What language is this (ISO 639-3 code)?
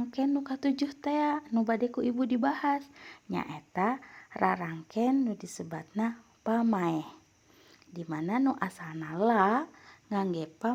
sun